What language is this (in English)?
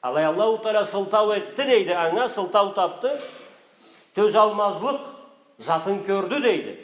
Karachay-Balkar